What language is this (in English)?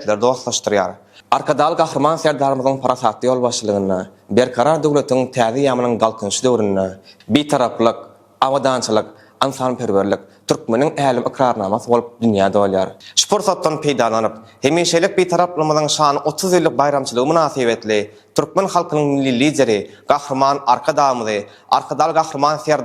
Turkmen